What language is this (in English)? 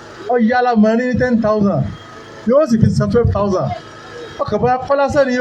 Yoruba